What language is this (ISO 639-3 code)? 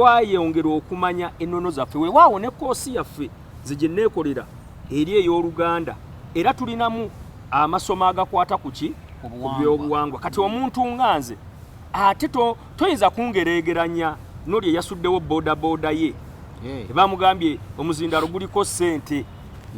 lug